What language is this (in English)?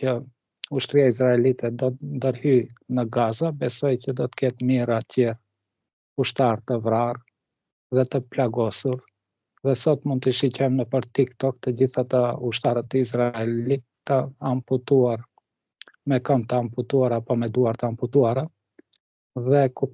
Albanian